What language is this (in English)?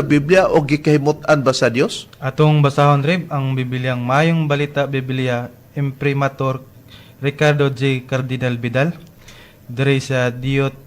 Cebuano